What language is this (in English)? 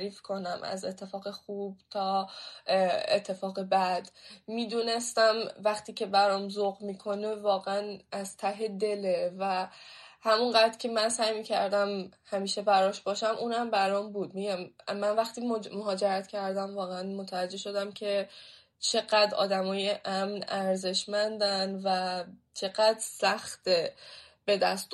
Persian